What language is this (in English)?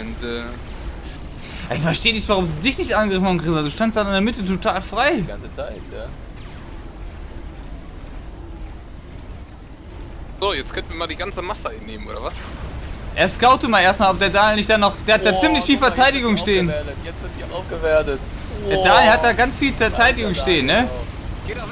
German